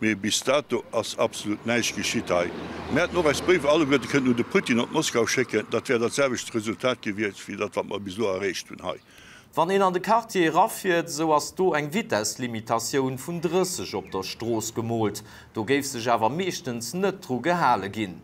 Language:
Luxembourgish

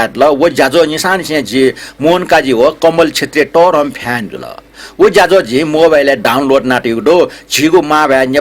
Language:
Newari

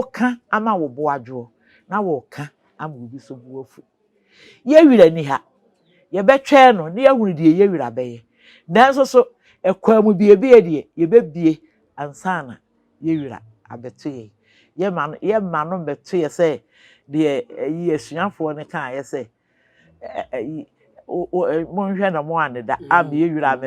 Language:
Akan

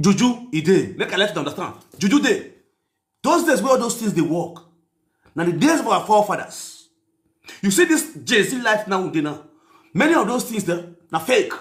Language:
Nigerian Pidgin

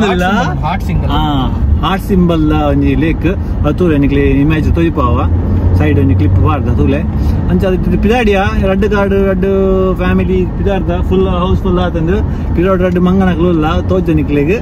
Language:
Tulu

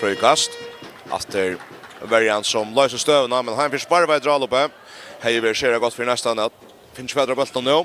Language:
Faroese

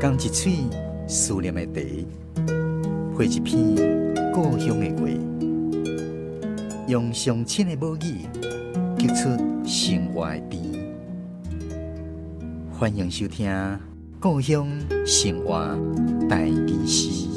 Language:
Min Nan Chinese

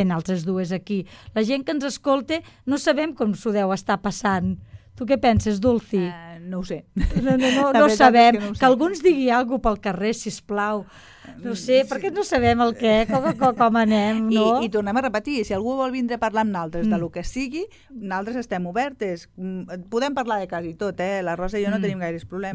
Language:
Catalan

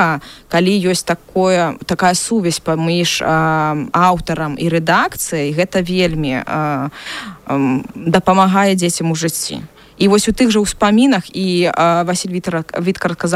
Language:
Belarusian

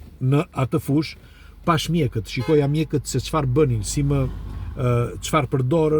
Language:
Albanian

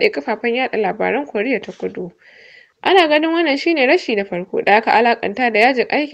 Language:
Hausa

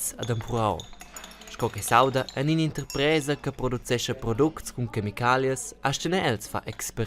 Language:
Romansh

